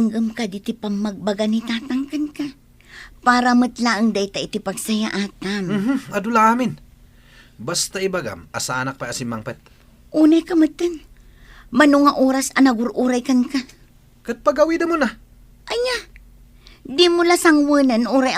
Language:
Iloko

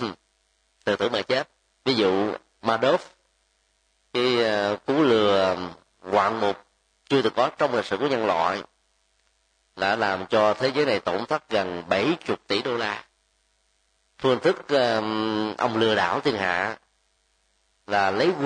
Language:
Vietnamese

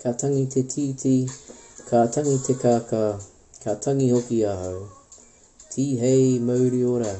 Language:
Māori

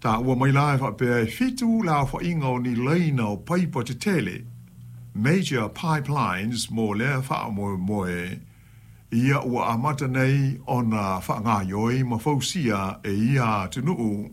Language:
Samoan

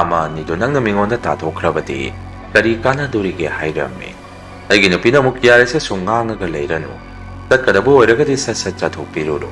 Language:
Manipuri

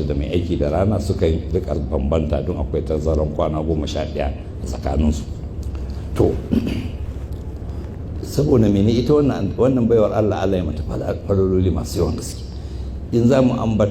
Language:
Hausa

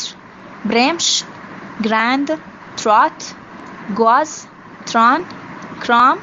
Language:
Eastern Balochi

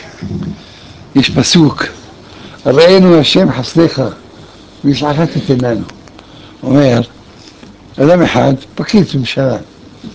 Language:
Hebrew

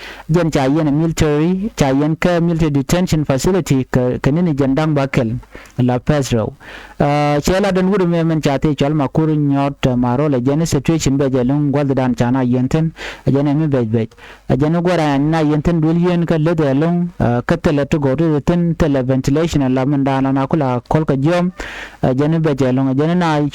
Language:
Nuer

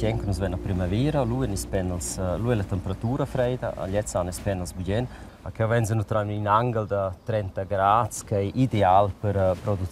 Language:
Romansh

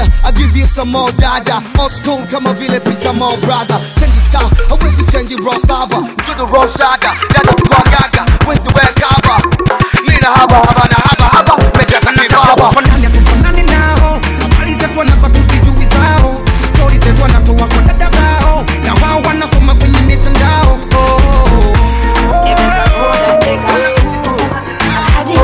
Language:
Swahili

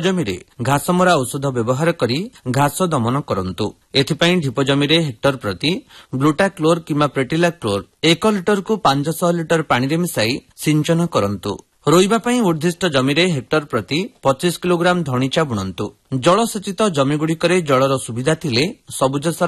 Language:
Odia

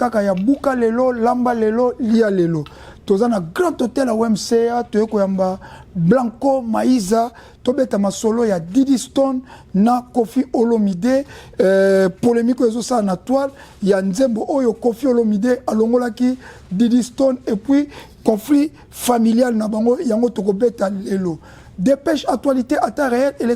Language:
Lingala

